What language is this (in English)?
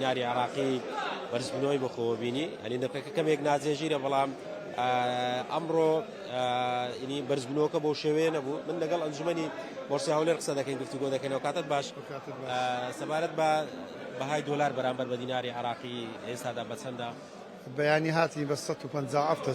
Central Kurdish